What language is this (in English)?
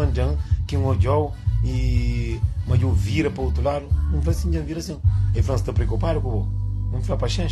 Kabuverdianu